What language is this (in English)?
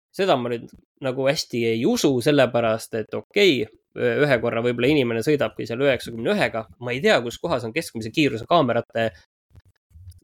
Estonian